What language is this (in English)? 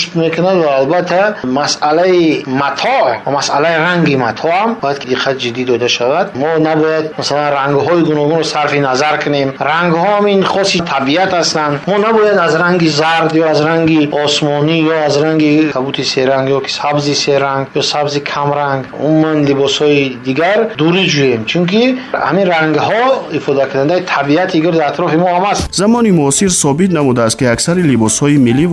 Tajik